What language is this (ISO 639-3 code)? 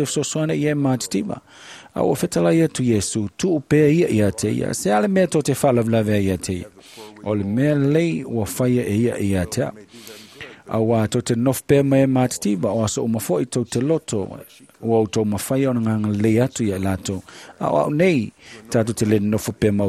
smo